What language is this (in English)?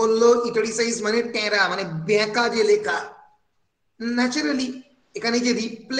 Bangla